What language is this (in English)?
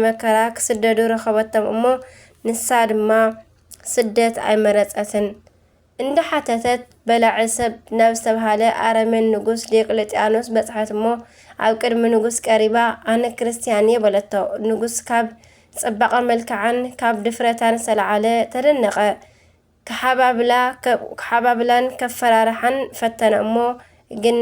Tigrinya